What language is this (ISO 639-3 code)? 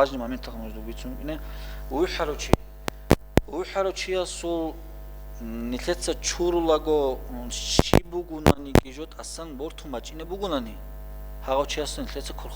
ava